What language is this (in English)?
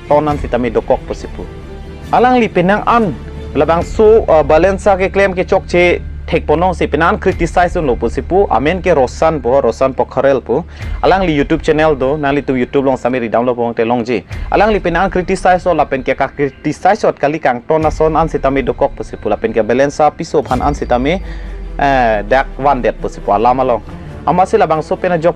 Karbi